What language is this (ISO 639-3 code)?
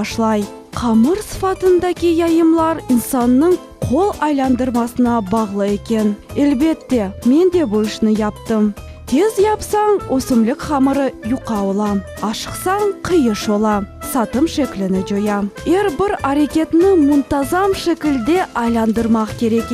crh